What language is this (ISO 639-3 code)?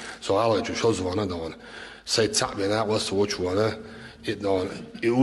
inh